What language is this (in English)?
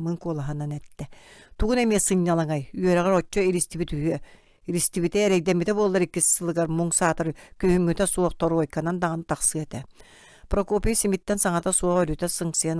Yakut